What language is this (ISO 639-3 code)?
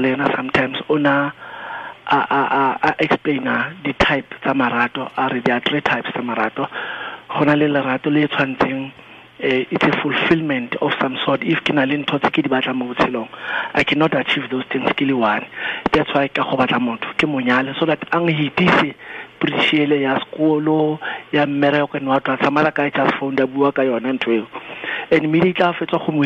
tsn